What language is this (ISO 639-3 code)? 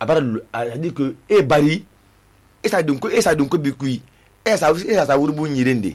sus